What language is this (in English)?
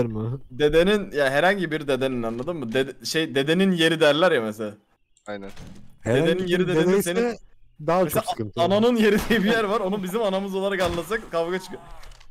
Turkish